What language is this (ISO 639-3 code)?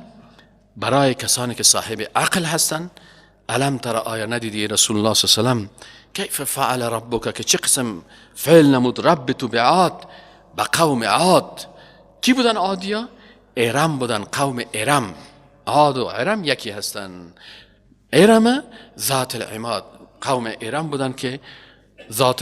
fas